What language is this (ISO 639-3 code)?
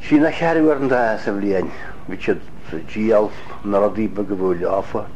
gle